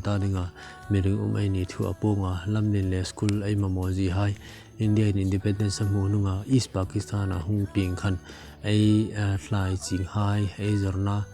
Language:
Hmar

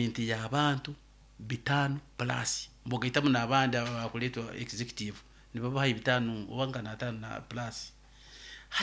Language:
Nyoro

